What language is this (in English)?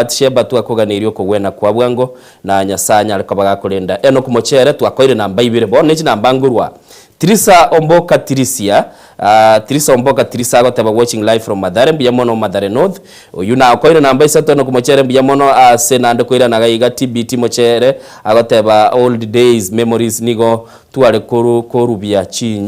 Gusii